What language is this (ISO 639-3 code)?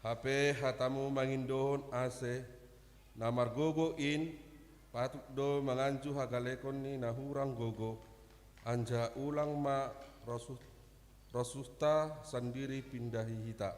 bts